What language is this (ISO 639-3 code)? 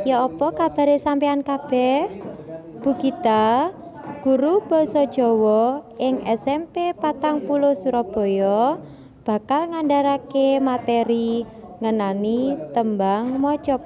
jav